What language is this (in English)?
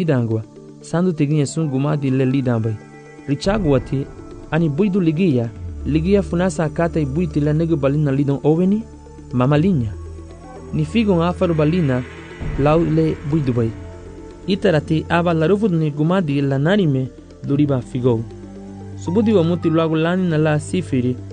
Garifuna